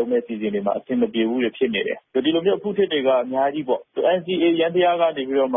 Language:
Burmese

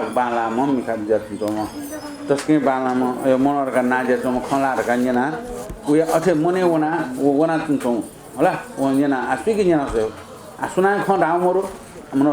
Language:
Newari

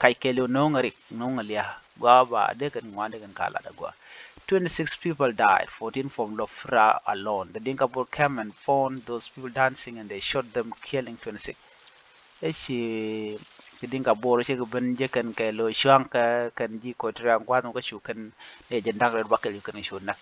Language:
Nuer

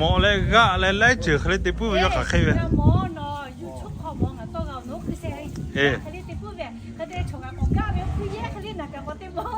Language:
Lahu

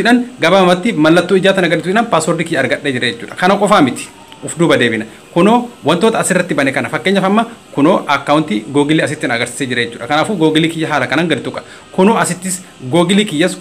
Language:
Oromo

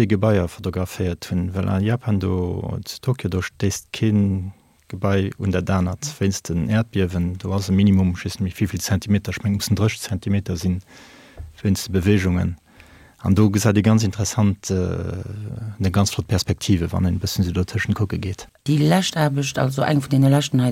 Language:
Luxembourgish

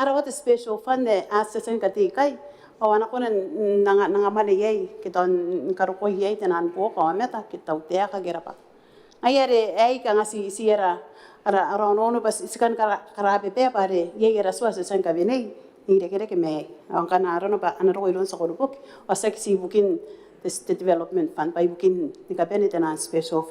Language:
Gilbertese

